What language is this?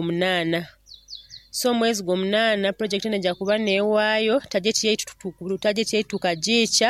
Nyoro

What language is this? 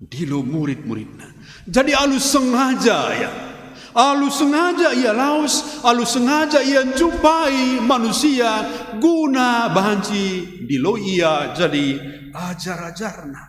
Batak Karo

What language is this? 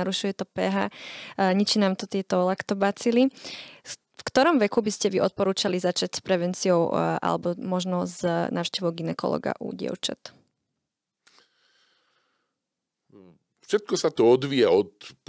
Slovak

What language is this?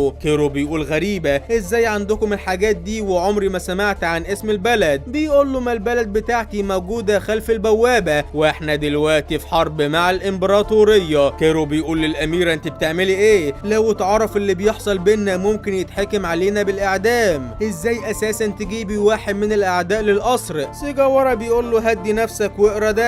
Egyptian Arabic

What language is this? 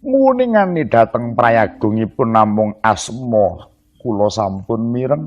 Javanese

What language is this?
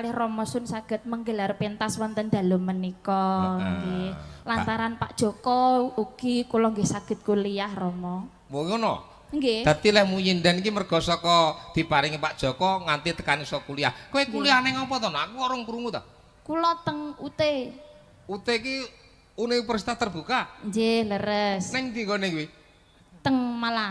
Javanese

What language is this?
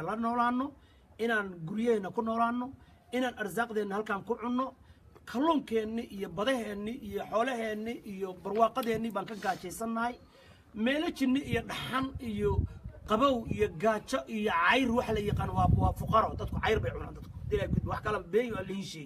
Somali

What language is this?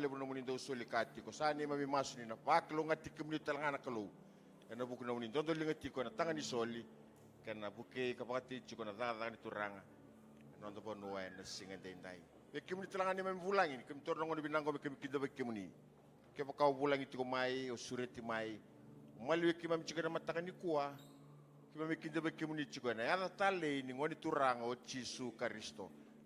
Fijian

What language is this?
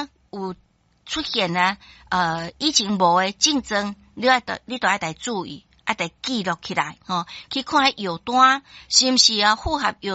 Min Nan Chinese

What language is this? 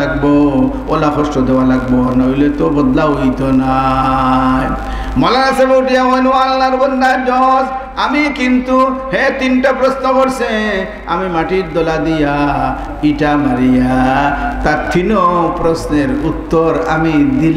Sylheti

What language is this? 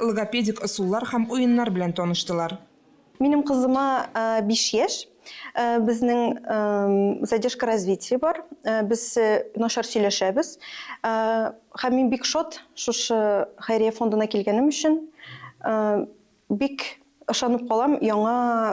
Tatar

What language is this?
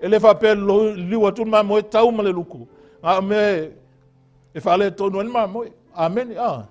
Samoan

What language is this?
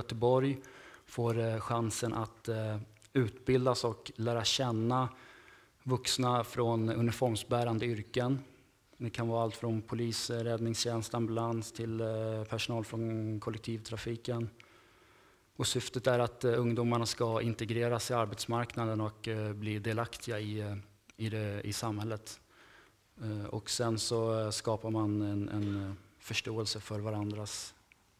Swedish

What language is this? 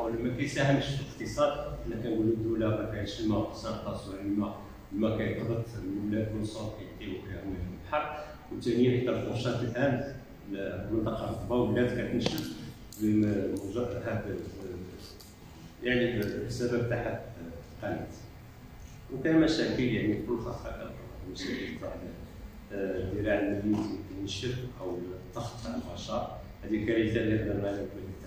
Moroccan Arabic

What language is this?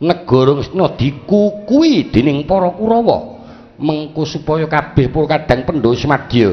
Javanese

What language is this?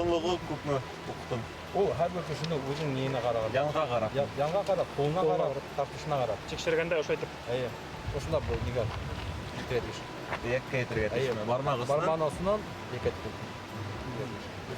Bashkir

